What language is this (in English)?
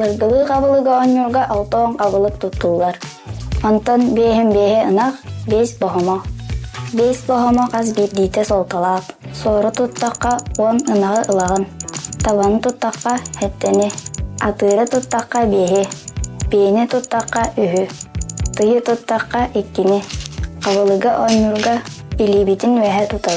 Yakut